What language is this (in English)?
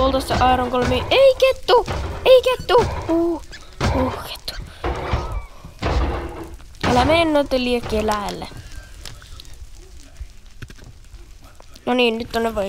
Finnish